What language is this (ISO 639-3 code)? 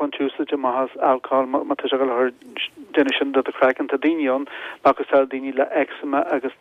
gle